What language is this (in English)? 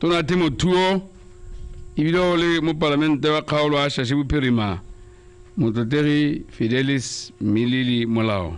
Tswana